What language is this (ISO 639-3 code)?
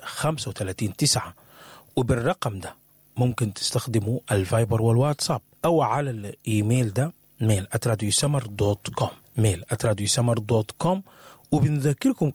apd